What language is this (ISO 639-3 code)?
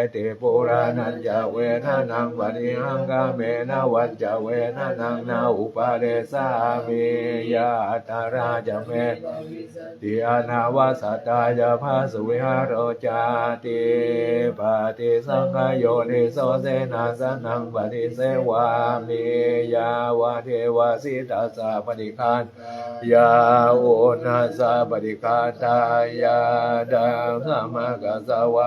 pli